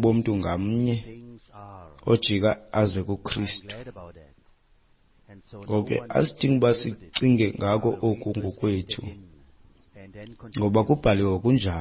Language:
Xhosa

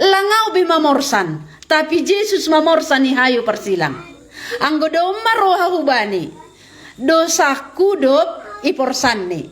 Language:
Batak Simalungun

